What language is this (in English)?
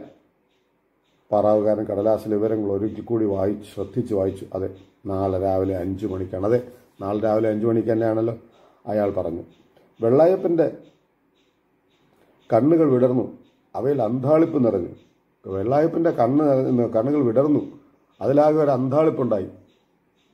Malayalam